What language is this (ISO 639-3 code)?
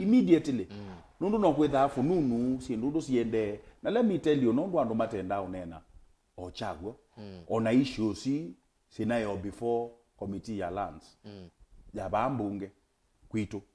kam